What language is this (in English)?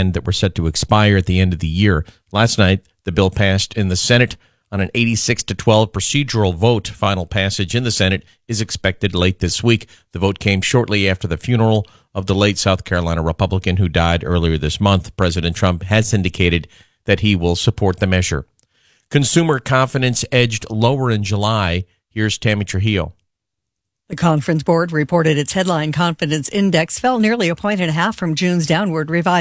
English